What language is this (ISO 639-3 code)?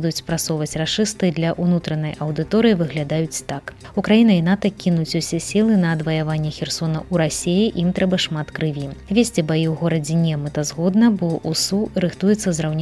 bel